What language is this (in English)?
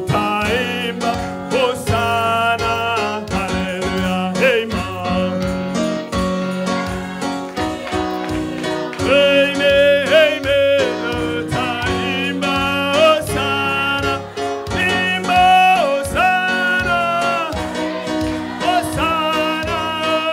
Swahili